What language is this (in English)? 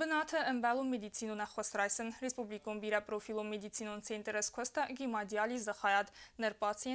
Ossetic